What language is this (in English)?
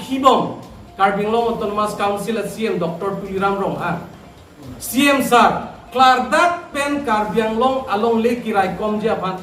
Karbi